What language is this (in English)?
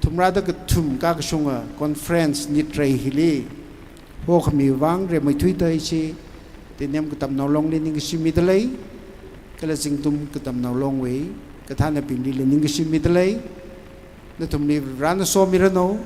Tangkhul Naga (India)